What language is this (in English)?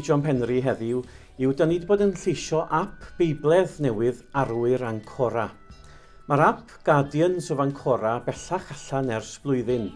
Welsh